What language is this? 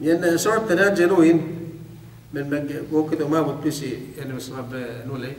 Yakan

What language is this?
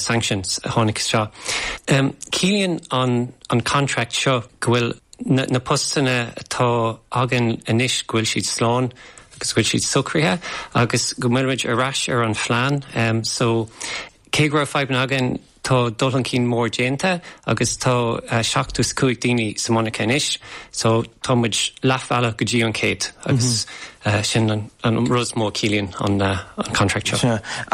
Irish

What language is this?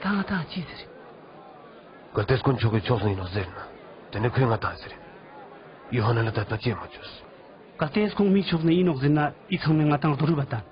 Ladakhi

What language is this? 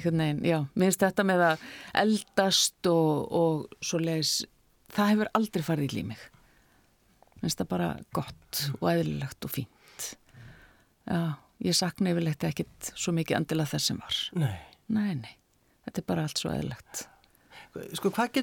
Icelandic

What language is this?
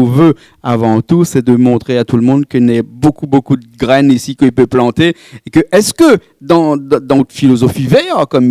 Réunion Creole French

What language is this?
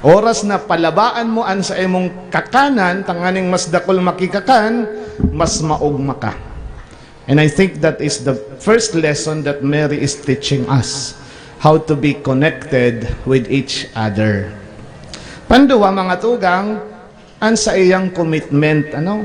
Bikol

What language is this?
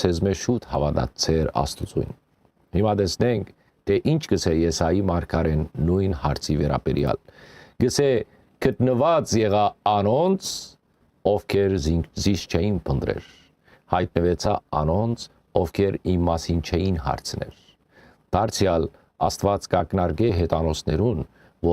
Western Armenian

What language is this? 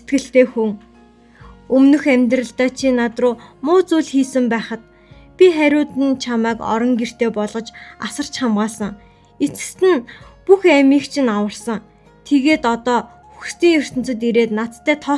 Mongolian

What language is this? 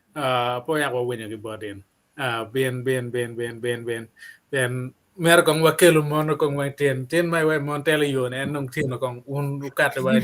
Acoli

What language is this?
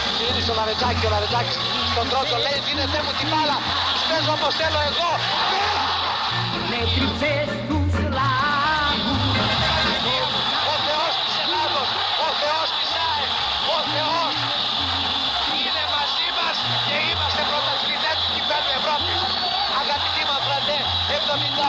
Greek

